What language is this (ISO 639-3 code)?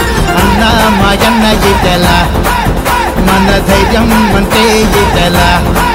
tel